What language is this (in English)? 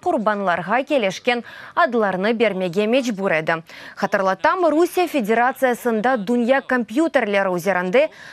Crimean Tatar